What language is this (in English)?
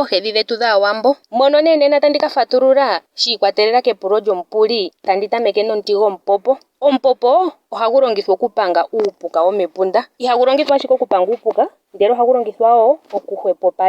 Ndonga